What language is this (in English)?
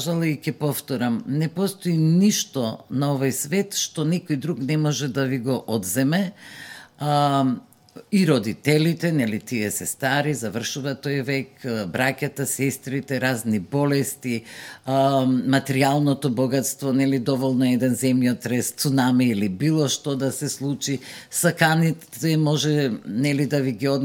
Macedonian